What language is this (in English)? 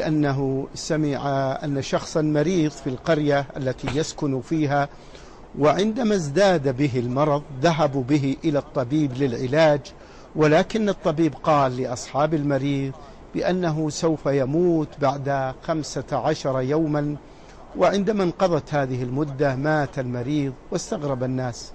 Arabic